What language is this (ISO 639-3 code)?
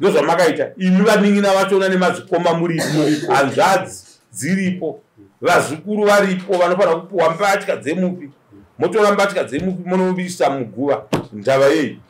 sna